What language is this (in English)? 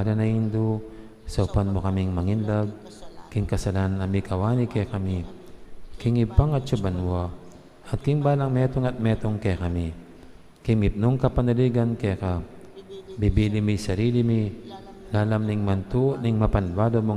Pampanga